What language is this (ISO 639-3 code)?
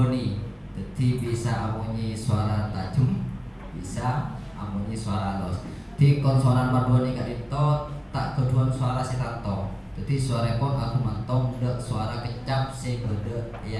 mad